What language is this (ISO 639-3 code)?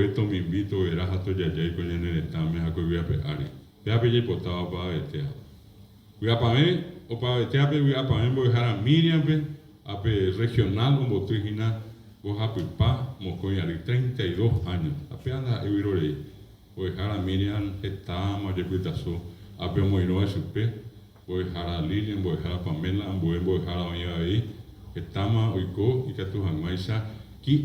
grn